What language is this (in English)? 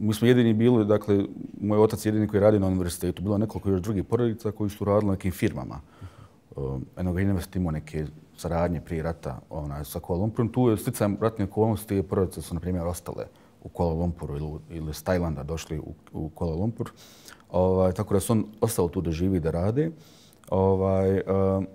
Bosnian